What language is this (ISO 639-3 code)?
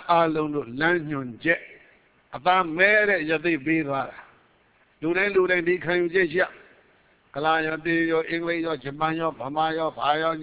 mya